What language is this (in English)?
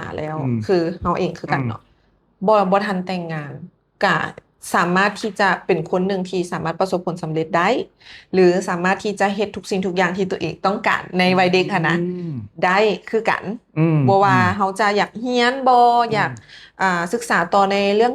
Lao